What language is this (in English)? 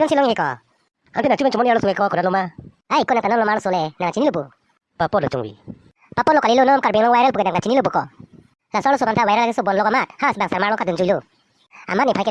Karbi